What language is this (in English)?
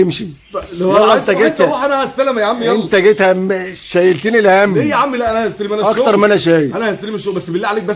Egyptian Arabic